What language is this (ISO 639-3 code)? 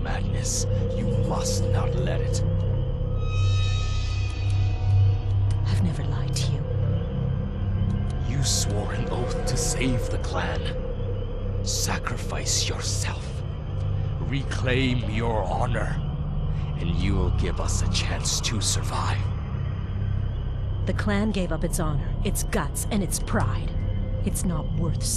eng